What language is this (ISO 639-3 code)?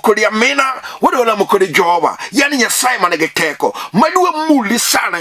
luo